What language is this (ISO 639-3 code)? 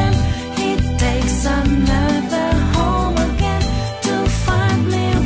eng